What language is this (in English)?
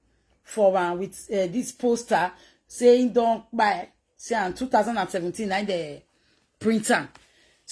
Nigerian Pidgin